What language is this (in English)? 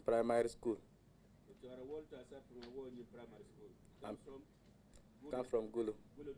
Acoli